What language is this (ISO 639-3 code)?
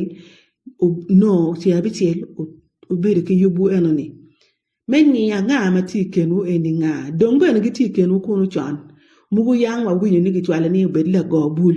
ach